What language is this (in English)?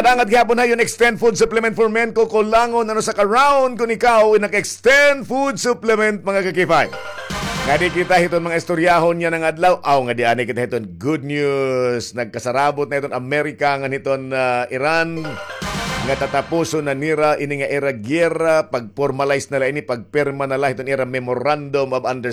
Waray